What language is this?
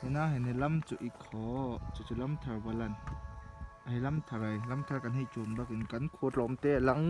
Hakha Chin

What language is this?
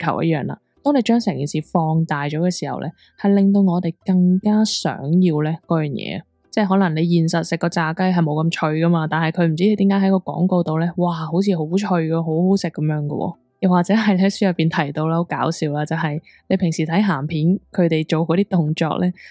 Cantonese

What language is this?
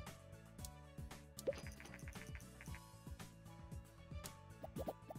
German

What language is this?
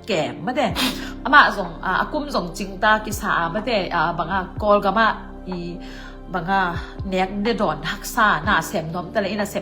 Tedim Chin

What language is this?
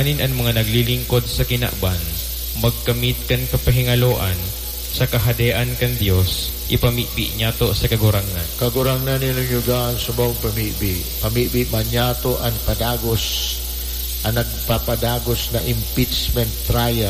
Bikol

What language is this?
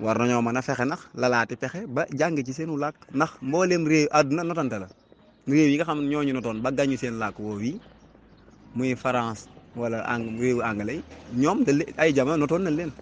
Wolof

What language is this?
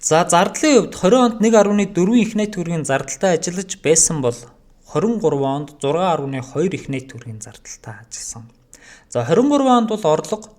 Mongolian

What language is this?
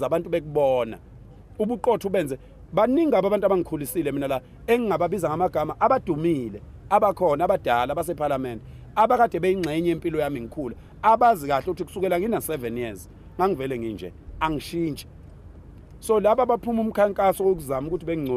Zulu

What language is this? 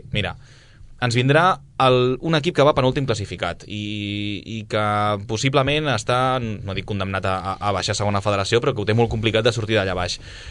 Catalan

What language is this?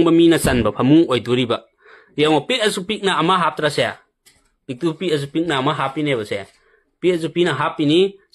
Manipuri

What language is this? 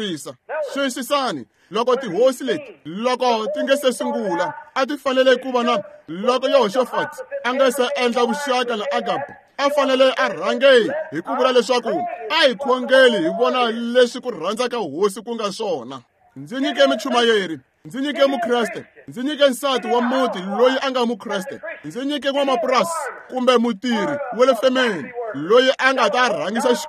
Tsonga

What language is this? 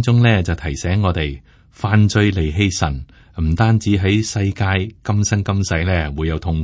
Cantonese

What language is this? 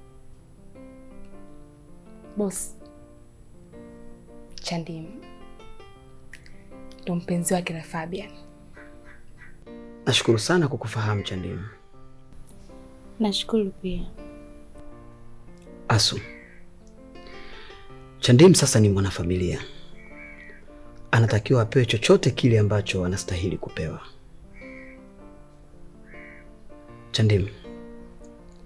Swahili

